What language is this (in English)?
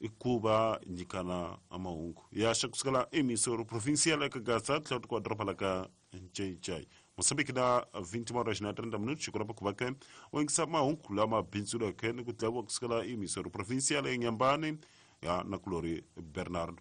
Tsonga